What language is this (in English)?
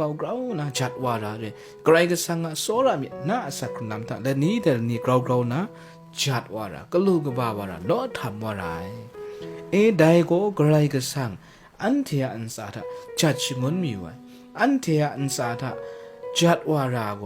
Kachin